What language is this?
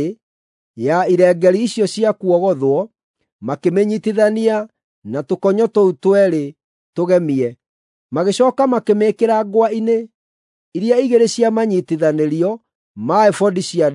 Kikuyu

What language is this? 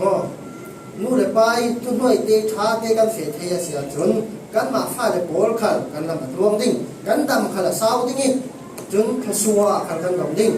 Falam Chin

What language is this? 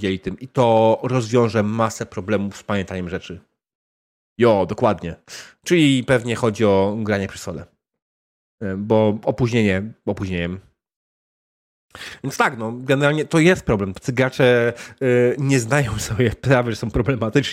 Polish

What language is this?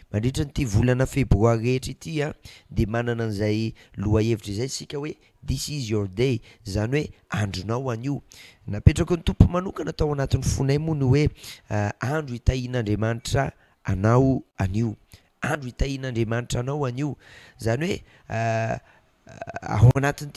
Malagasy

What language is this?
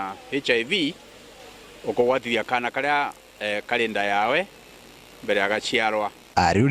Meru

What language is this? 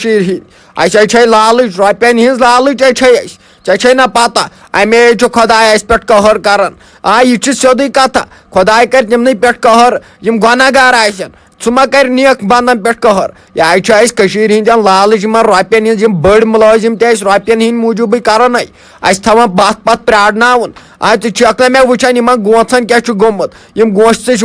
Kashmiri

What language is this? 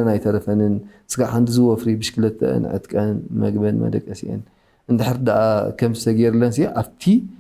Tigrinya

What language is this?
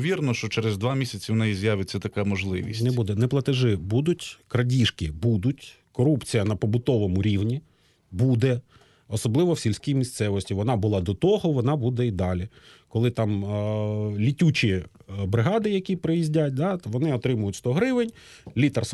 Ukrainian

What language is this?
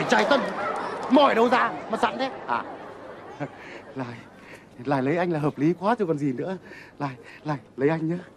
Vietnamese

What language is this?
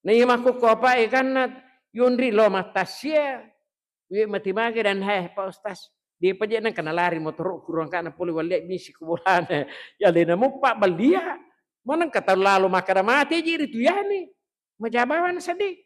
Buginese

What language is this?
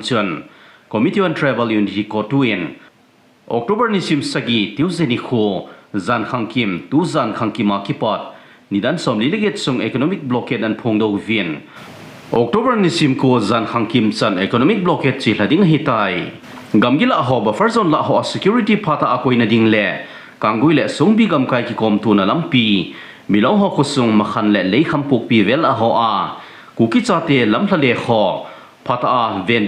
Thado Chin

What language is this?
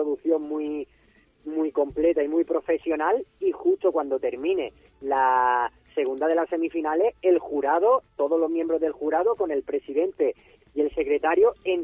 Spanish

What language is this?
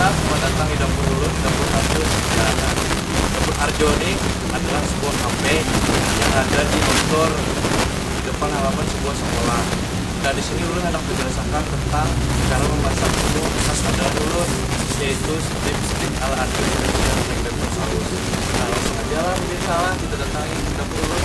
Banjar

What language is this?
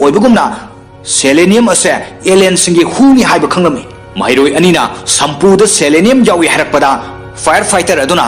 Manipuri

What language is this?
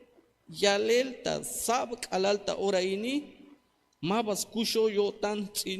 Tzeltal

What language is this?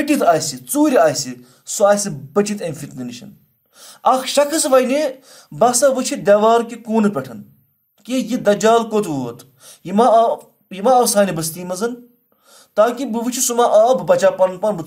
Kashmiri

